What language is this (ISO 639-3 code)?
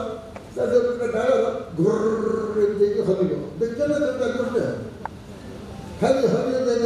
ori